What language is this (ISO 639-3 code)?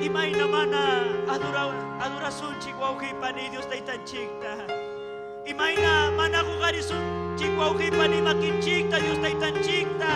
quy